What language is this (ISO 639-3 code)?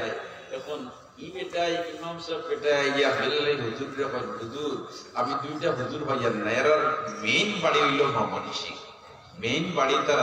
syl